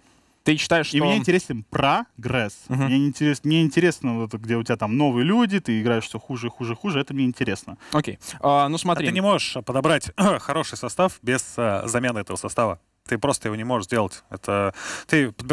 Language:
Russian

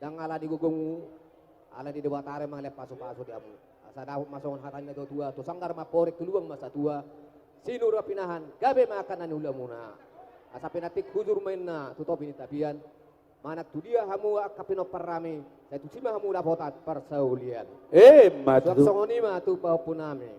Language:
Batak Toba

